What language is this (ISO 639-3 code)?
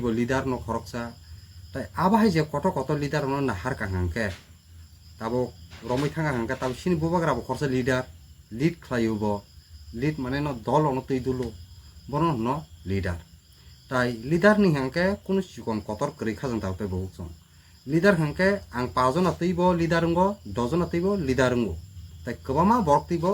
trp